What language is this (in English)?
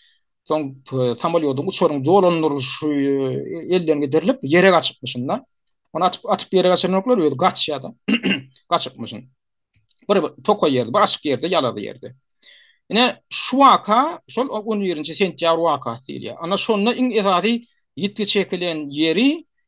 Turkmen